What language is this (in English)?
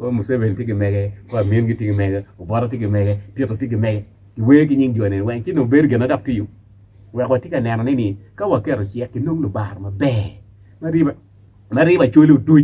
Acoli